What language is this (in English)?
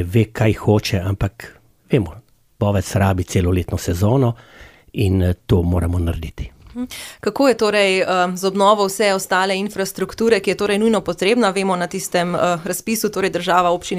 Slovenian